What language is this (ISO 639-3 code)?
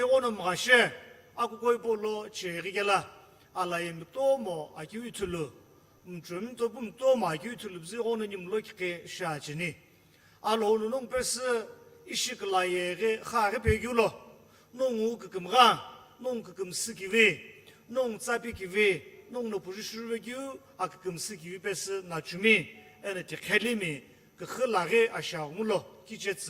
nsm